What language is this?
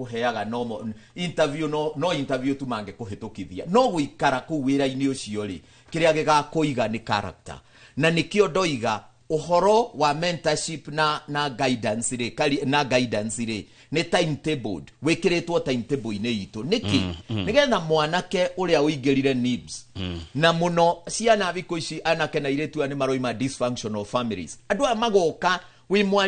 Kikuyu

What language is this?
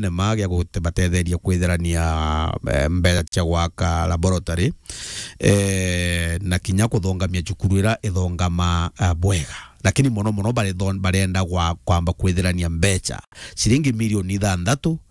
Meru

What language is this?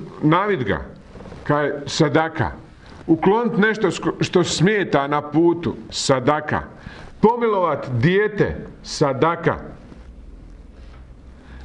Bosnian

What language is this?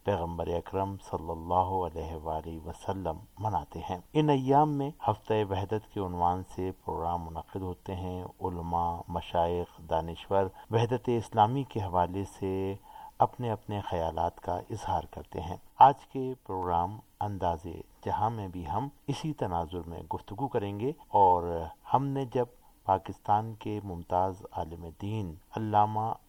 Urdu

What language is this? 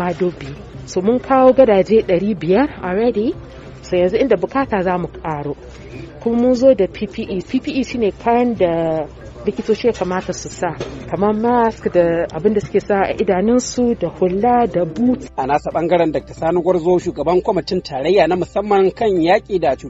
Hausa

